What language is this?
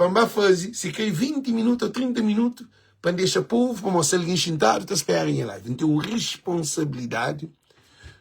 Kabuverdianu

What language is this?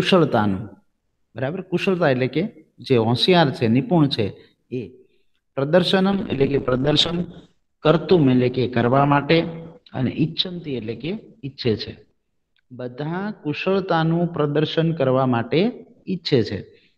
Gujarati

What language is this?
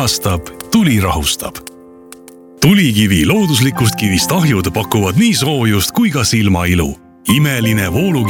Estonian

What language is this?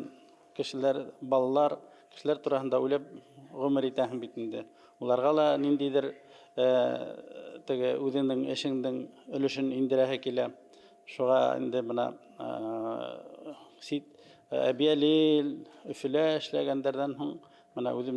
Bashkir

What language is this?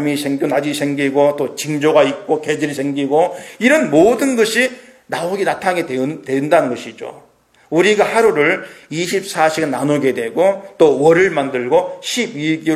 Korean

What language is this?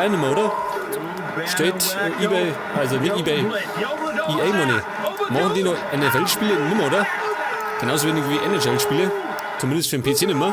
Bavarian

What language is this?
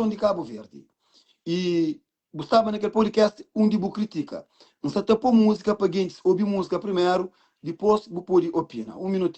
Kabuverdianu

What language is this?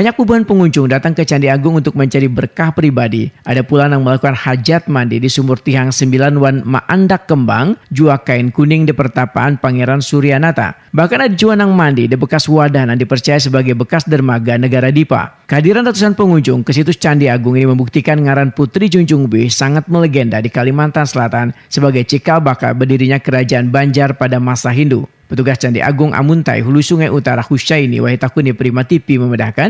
Banjar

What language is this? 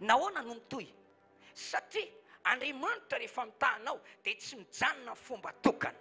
Malagasy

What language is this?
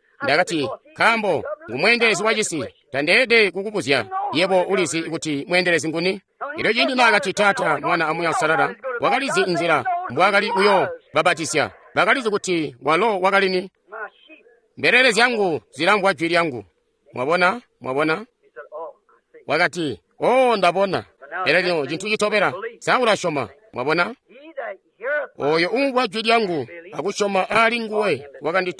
Tonga (Zambia)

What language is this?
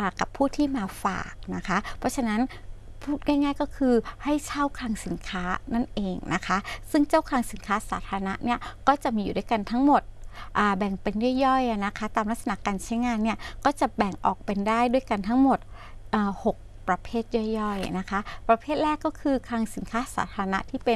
Thai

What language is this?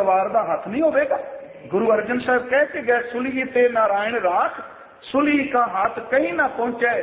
Punjabi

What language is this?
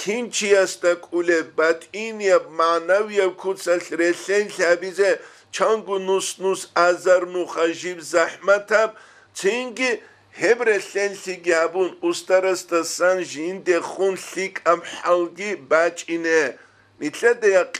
Avaric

